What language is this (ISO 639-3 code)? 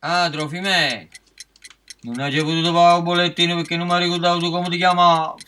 nap